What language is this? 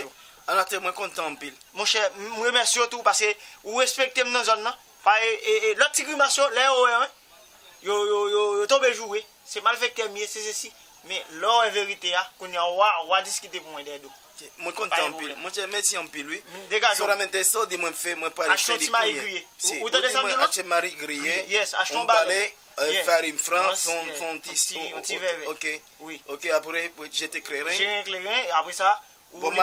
Haitian Creole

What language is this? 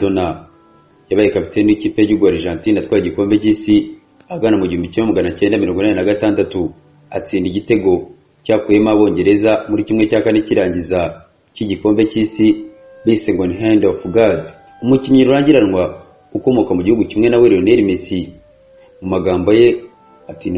Kinyarwanda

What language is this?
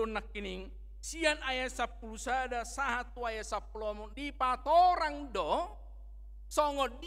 Batak Toba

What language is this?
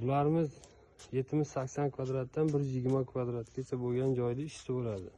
Uzbek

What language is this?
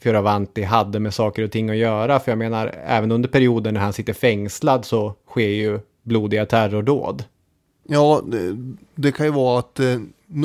Swedish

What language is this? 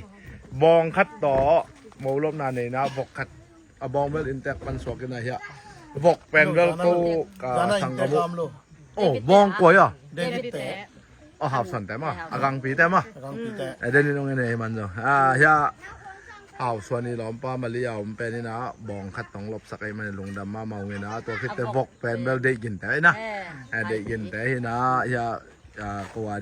Tedim Chin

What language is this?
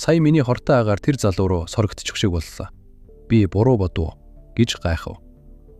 Mongolian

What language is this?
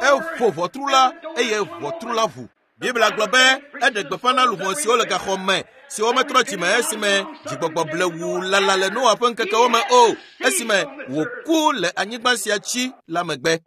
Ewe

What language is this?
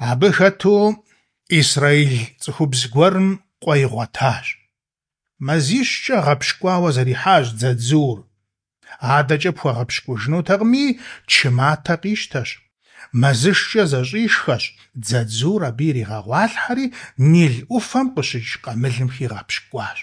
Kabardian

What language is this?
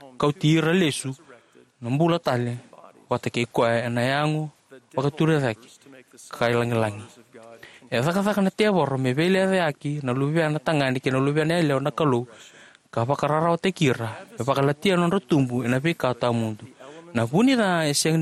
Fijian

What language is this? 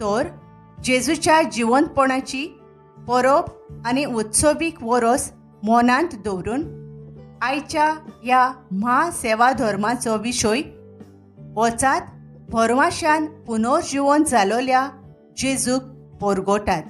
Konkani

